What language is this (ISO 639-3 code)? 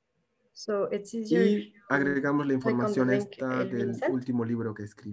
que